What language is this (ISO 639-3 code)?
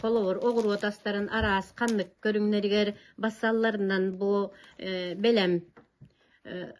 sah